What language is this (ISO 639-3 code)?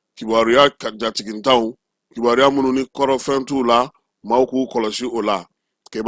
bam